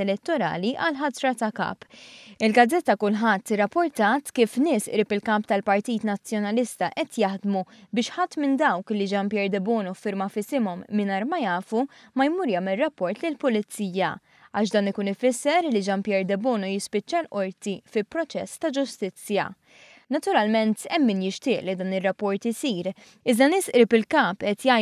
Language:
Maltese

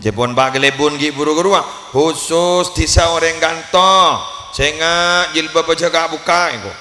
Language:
Madurese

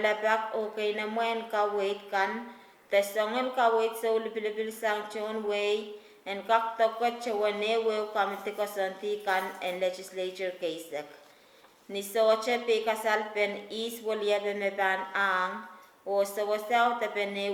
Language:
Pohnpeian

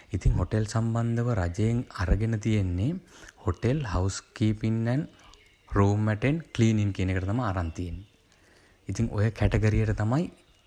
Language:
Sinhala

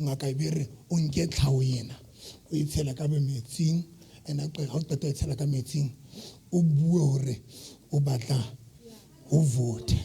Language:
Southern Sotho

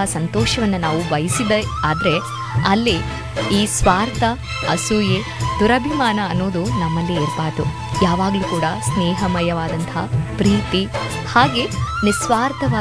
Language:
Kannada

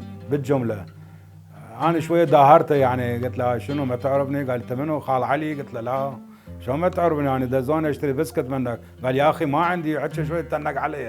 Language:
Mesopotamian Arabic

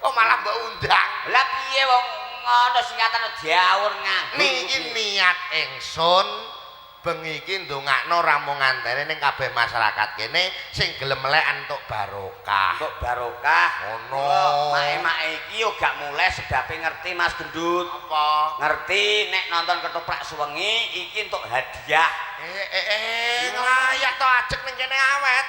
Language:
Javanese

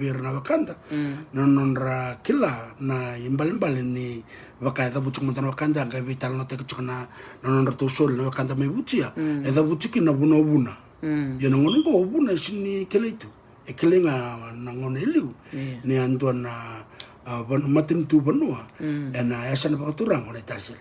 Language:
Fijian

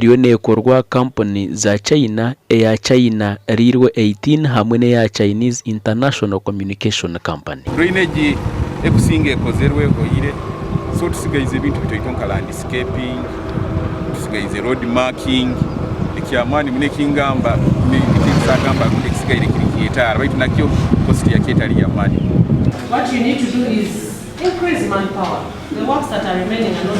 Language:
Nyankole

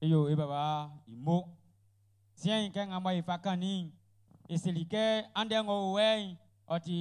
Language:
Baoulé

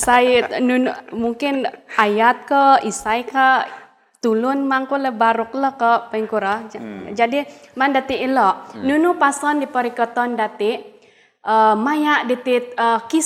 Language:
Central Dusun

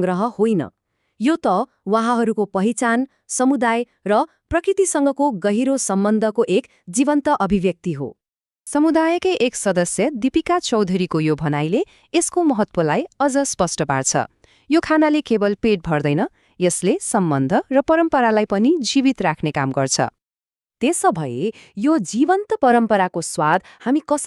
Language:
Nepali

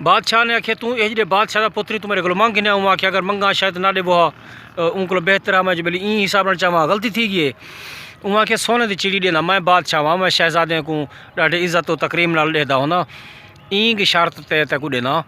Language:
Saraiki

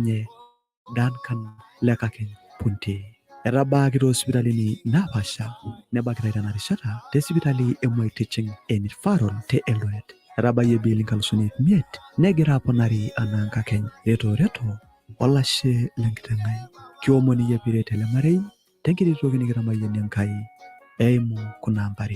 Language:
Masai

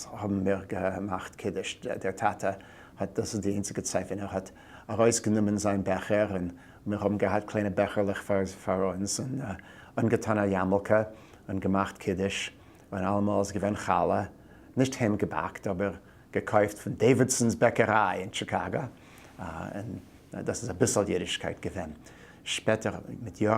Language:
Yiddish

